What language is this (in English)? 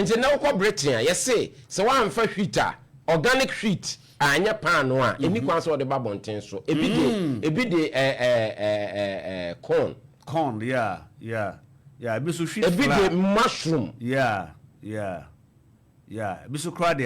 Akan